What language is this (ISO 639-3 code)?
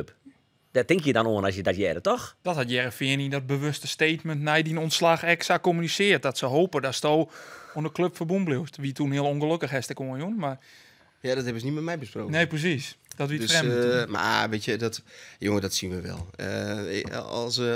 fry